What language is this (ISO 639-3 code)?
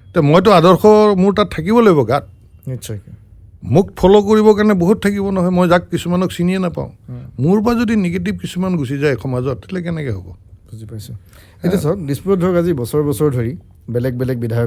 asm